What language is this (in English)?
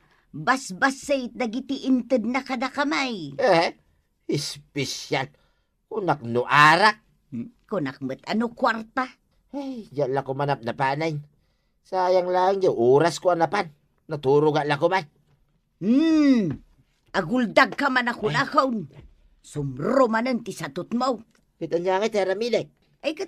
Iloko